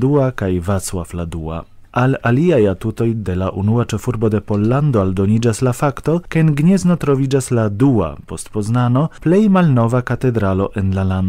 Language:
Esperanto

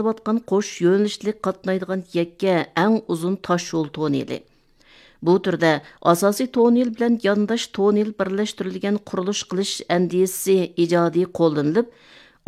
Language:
Uyghur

